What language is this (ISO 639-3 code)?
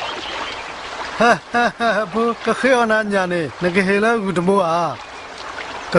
ksw